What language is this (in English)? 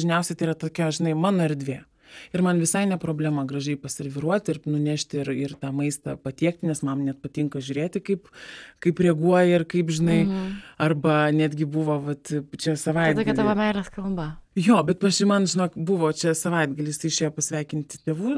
Lithuanian